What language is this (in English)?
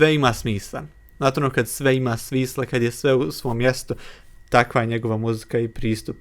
Bosnian